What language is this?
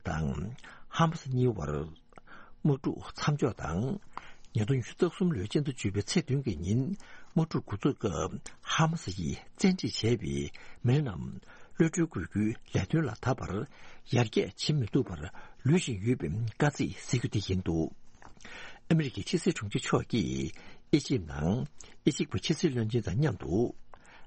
Tibetan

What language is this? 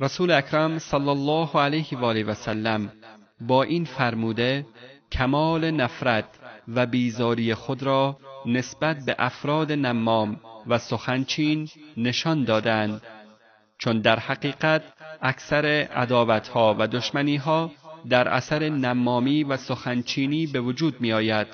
Tajik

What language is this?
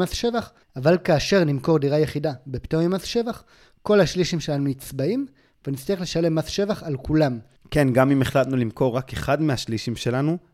Hebrew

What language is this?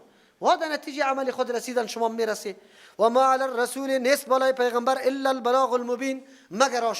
Persian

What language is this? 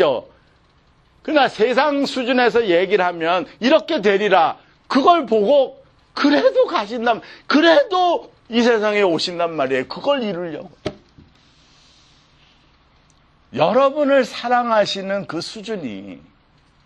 Korean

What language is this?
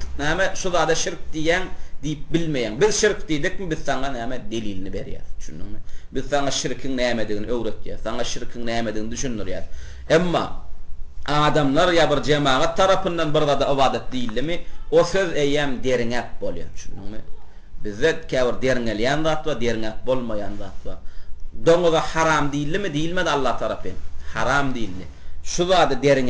Turkmen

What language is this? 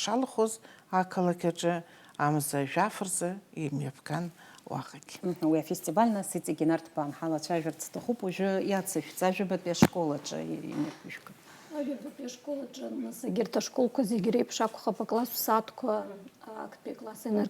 Abkhazian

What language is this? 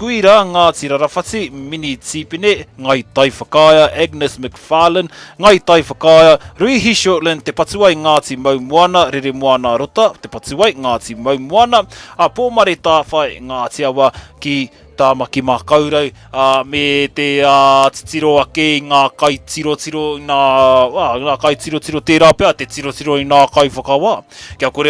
Māori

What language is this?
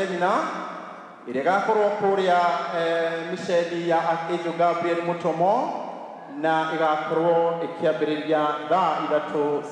Kikuyu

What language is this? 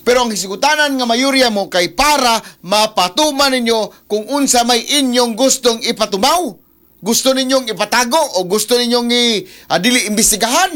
Cebuano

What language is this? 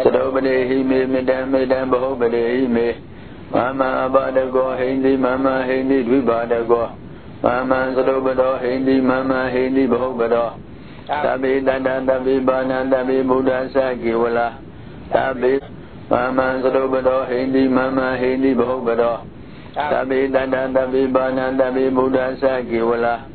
Burmese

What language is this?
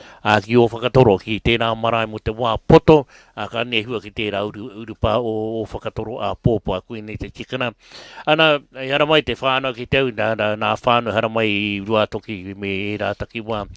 Māori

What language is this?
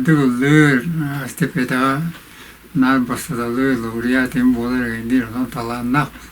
Yakut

